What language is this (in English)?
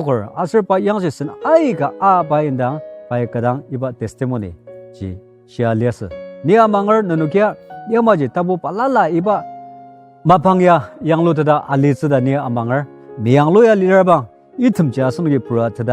Ao Naga